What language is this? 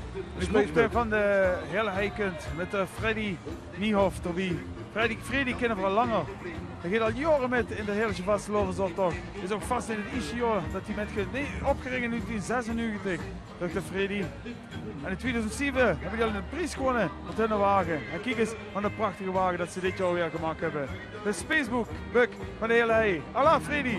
Limburgish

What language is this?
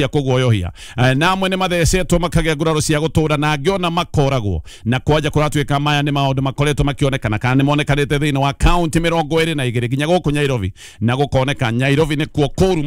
Kikuyu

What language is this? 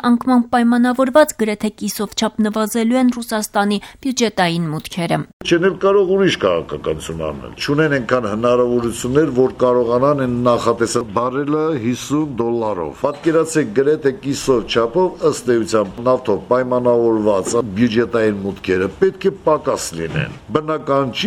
Armenian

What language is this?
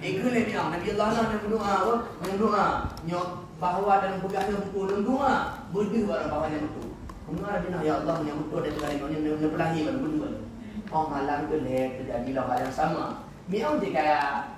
Achinese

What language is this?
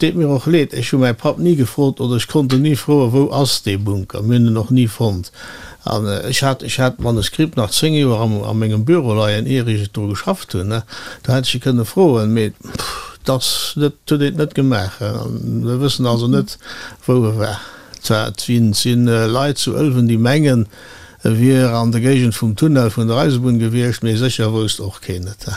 Luxembourgish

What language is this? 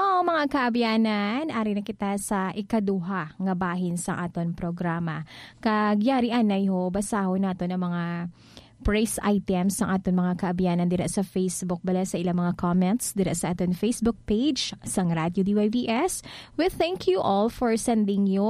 Hiligaynon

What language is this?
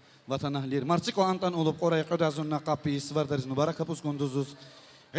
Tabassaran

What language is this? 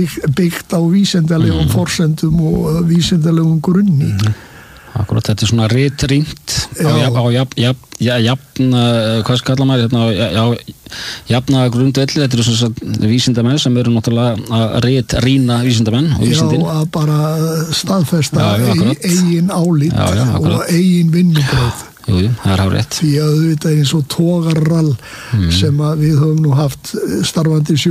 Icelandic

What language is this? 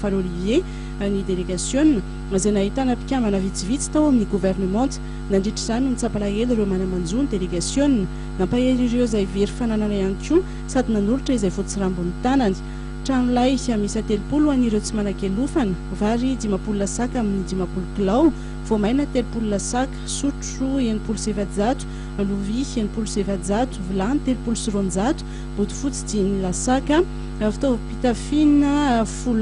Malagasy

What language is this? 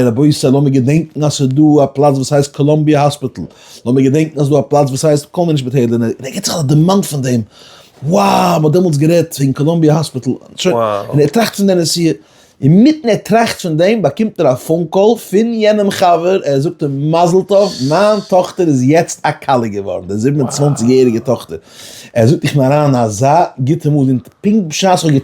Yiddish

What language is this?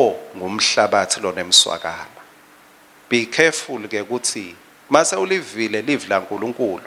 Swati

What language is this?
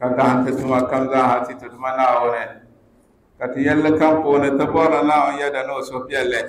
Dagbani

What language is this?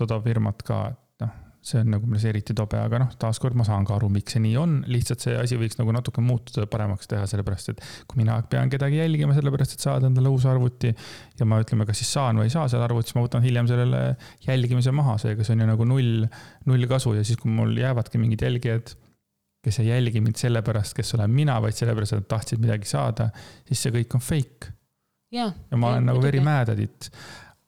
Estonian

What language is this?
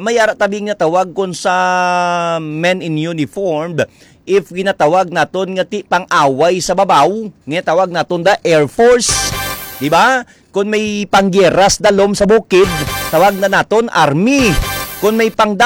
Hiligaynon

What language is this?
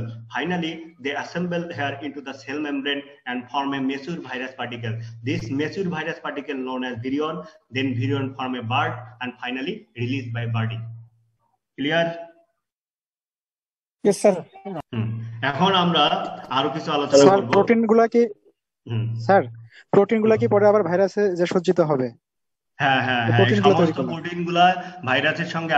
Bangla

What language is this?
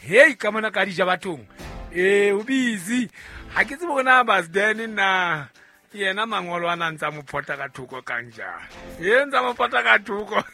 Southern Sotho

